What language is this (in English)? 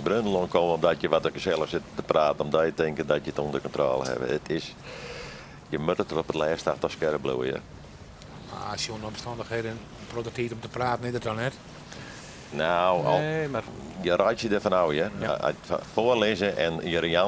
Western Frisian